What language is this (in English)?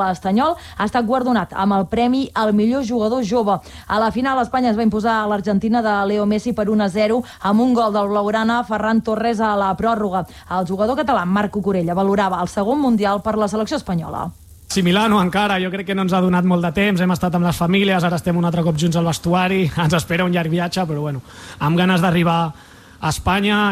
Catalan